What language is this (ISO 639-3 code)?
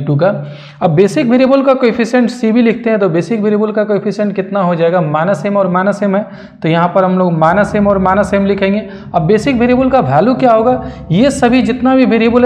hin